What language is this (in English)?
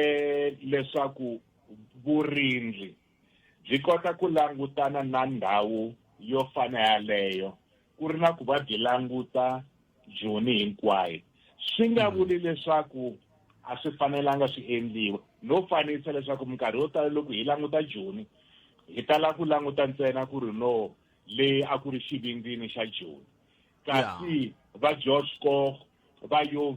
Tsonga